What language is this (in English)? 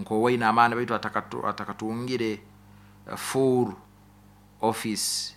Nyoro